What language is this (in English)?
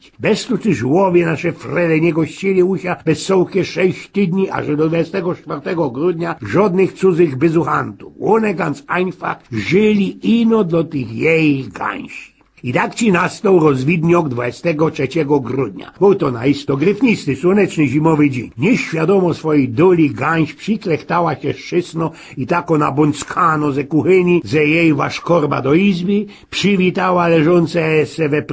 Silesian